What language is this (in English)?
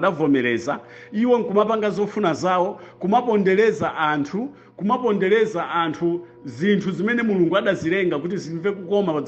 Nyanja